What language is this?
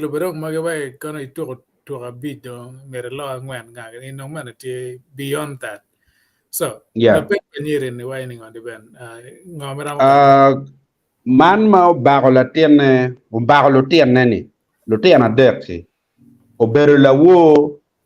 Acoli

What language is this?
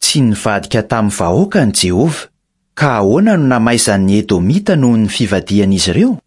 Malagasy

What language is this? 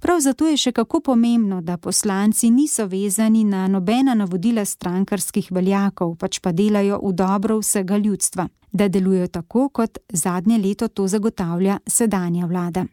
Slovenian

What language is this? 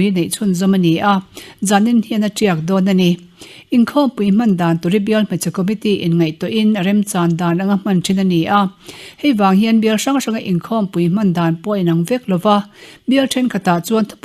Mizo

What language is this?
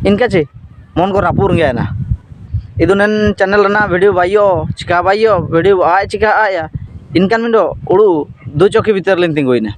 Ho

